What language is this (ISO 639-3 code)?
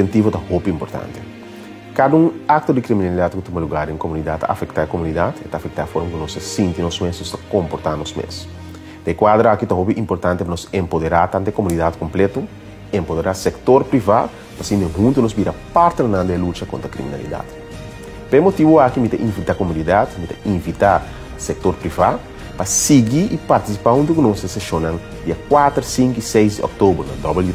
pap